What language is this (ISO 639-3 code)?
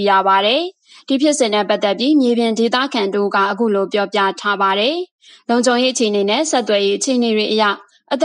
mya